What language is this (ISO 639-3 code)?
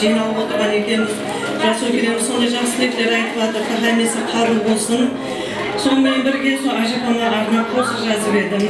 kaa